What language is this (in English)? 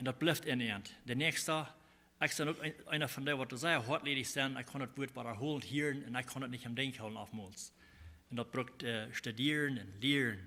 Plautdietsch